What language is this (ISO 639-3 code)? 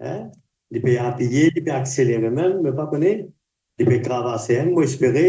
mfe